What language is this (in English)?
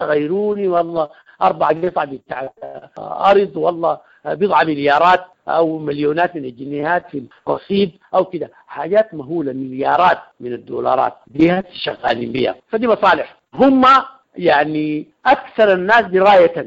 Sudanese Arabic